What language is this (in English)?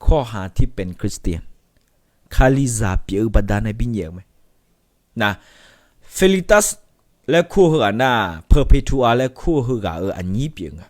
Akha